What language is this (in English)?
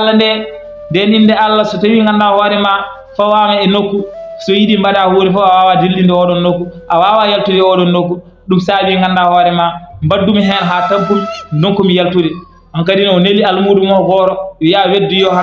Fula